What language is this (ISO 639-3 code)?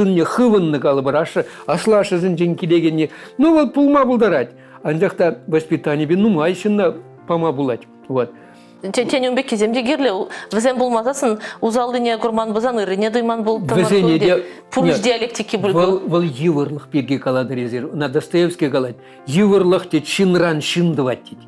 chv